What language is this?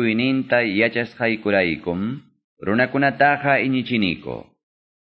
Quechua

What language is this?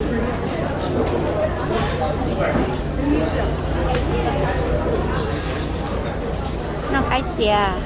Hmong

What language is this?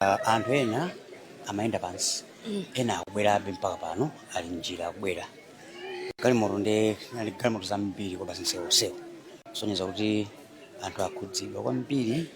Nyanja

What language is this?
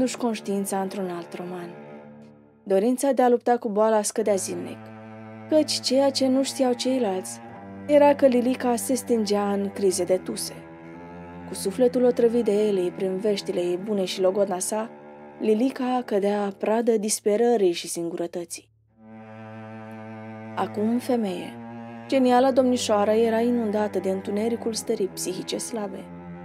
Romanian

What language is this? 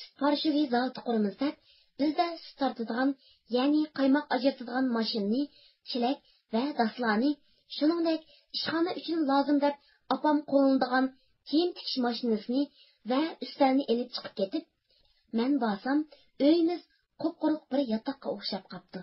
Uyghur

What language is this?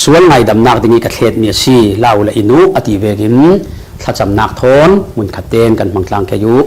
Falam Chin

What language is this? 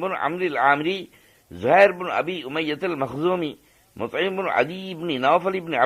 Divehi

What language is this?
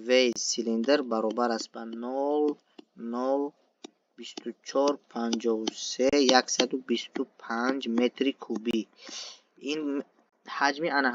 Tajik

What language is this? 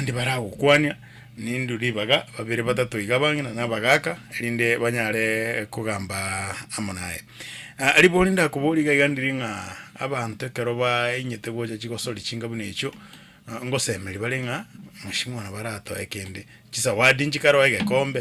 Gusii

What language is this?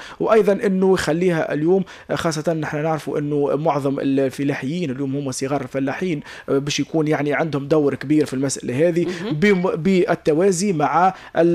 Tunisian Arabic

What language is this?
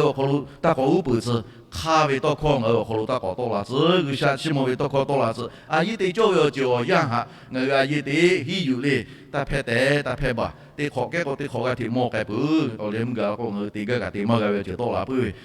Lahu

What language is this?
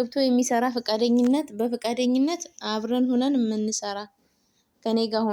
Amharic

